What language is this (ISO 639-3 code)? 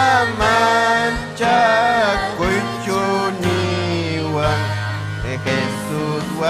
quy